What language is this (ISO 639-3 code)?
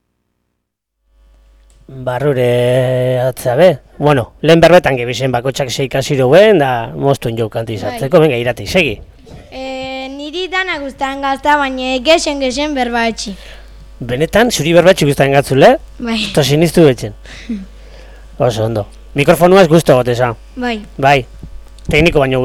eus